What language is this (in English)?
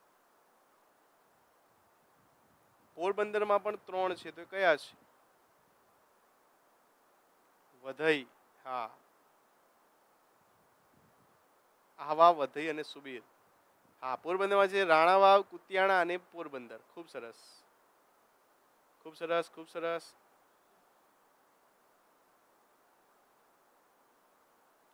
Gujarati